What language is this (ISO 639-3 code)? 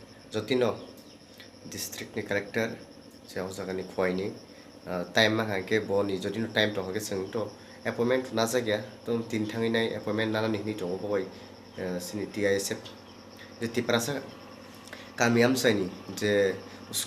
trp